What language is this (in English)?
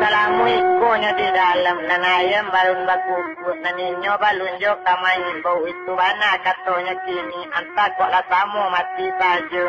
Minangkabau